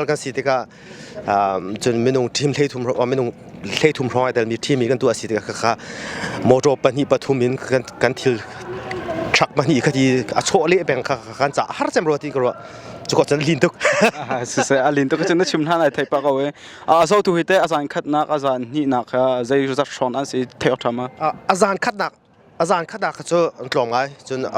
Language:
Hakha Chin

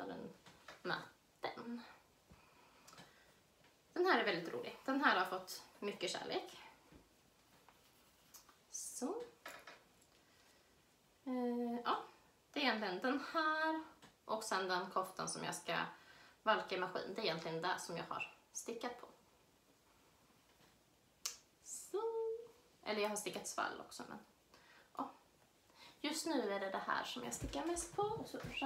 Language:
Swedish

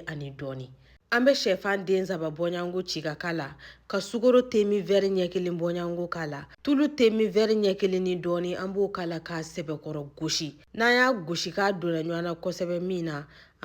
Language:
Bambara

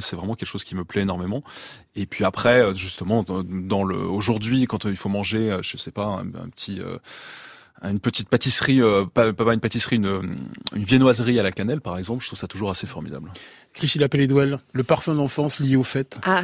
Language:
French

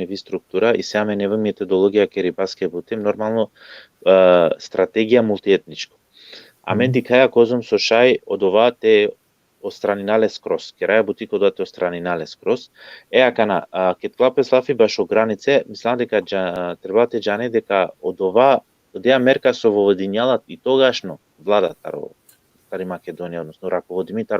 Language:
Balkan Romani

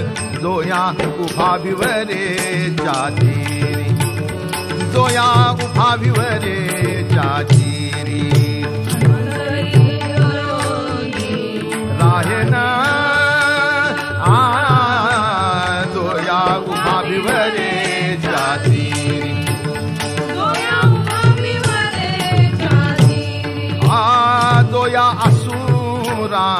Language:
Marathi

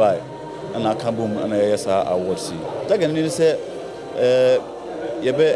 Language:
Akan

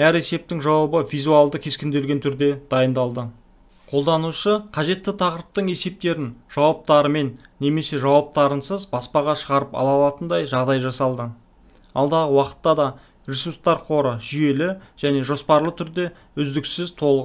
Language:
Kazakh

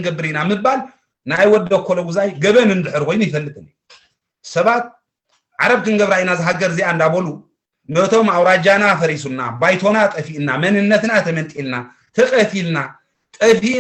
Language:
Tigrinya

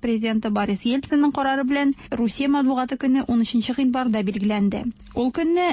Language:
Tatar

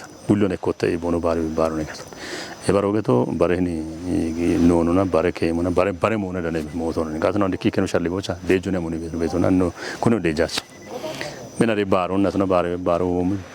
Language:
Kafa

